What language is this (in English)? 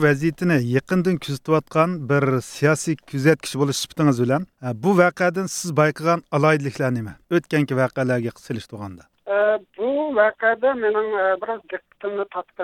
Uyghur